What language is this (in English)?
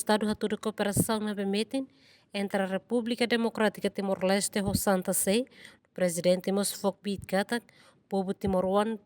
Tetum